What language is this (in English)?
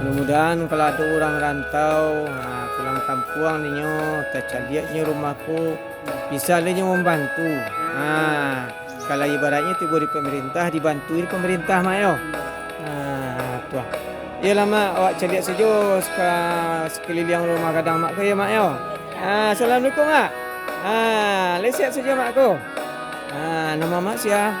Minangkabau